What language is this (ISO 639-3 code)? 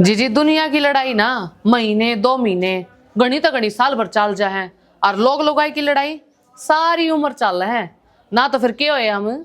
bgc